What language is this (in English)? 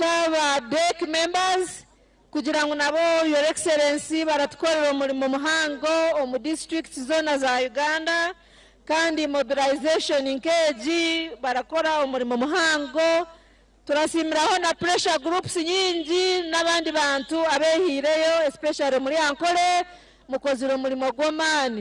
Nyankole